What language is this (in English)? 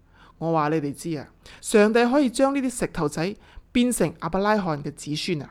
Cantonese